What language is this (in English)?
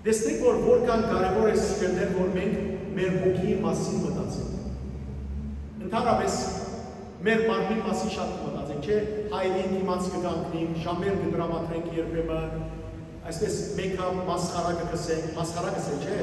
Western Armenian